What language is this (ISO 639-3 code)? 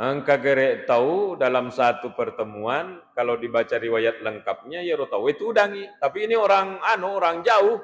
bug